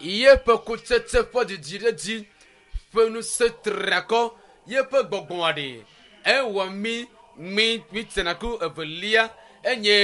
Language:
Ewe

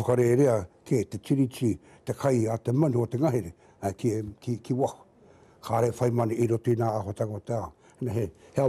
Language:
Māori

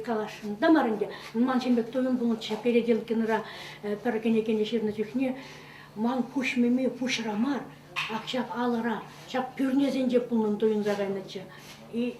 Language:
Chuvash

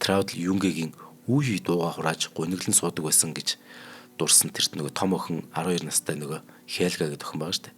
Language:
Mongolian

